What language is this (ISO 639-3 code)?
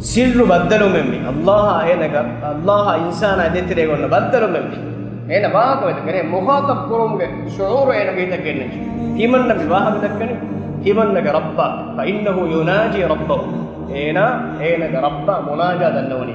div